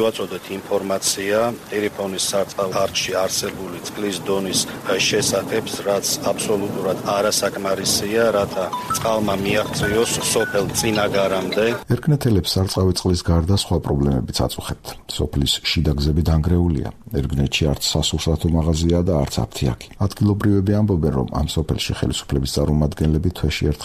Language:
Georgian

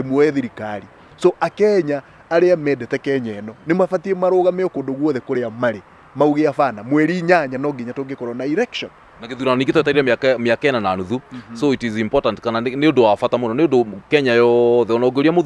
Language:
Kikuyu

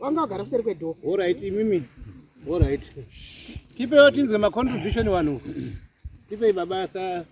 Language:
Shona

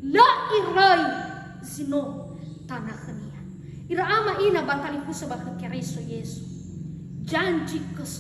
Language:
Nias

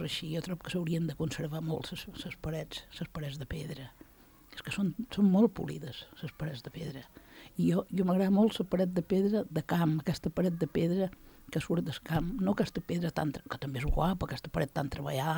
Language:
Catalan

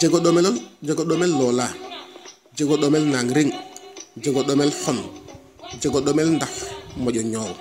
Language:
Serer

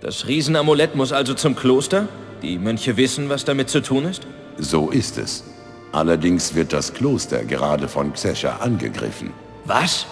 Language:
Bavarian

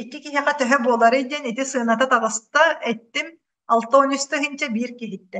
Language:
Yakut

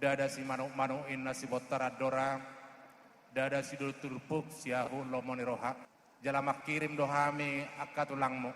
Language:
Batak Toba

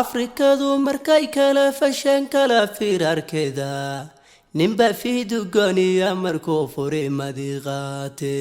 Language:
Somali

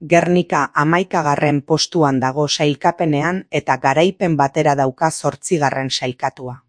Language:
Basque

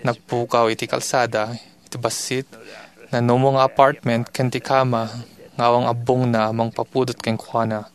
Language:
Iloko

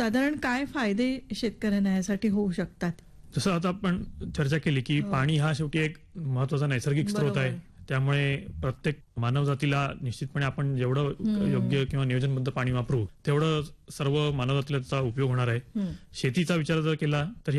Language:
Marathi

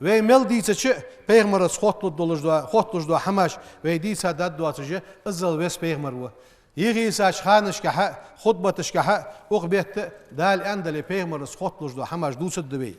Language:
Ingush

